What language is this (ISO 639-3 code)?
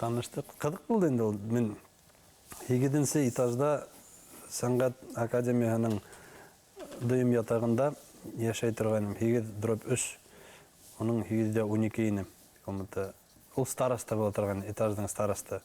bak